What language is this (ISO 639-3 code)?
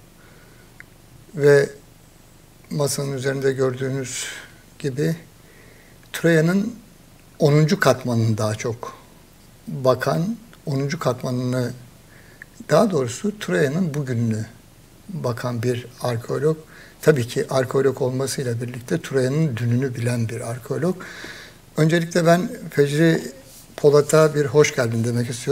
tur